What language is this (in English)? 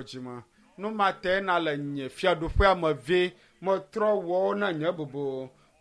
Ewe